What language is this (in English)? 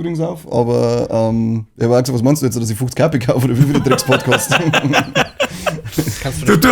Bavarian